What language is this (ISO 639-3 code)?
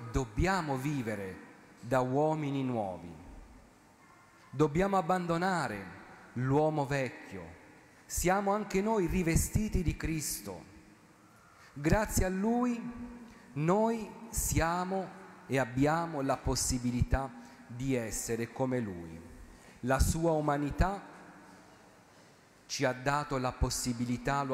ita